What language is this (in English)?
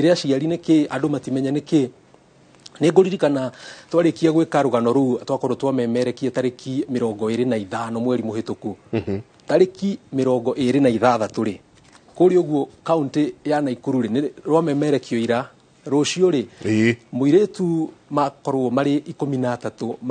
Kikuyu